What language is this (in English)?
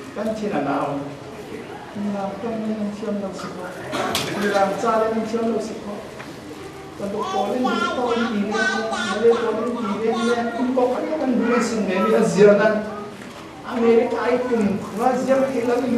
Falam Chin